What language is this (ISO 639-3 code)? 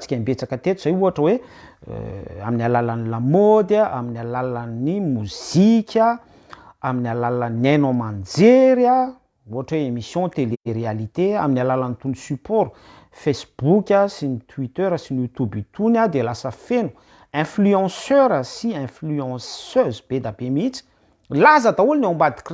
mlg